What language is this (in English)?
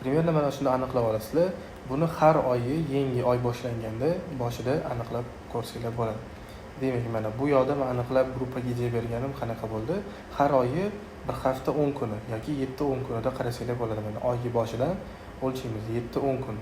Uzbek